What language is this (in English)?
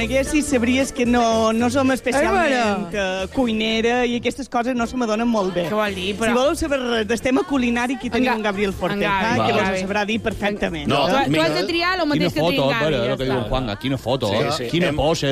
Catalan